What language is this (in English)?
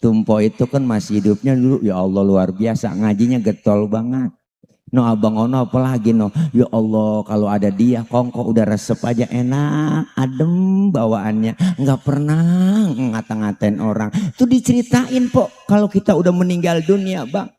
Betawi